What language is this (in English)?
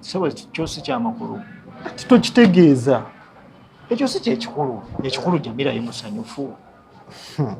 Ganda